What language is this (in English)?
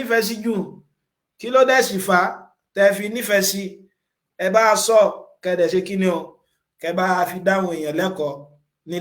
Yoruba